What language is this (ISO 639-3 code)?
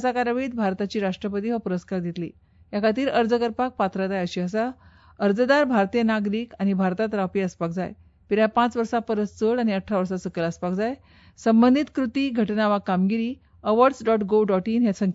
kok